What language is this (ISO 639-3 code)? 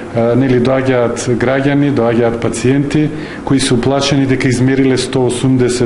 mkd